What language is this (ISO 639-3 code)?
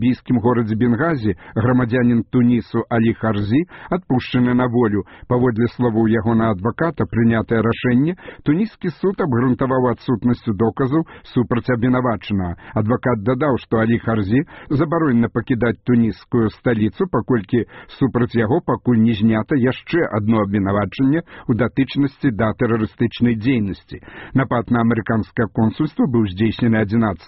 bel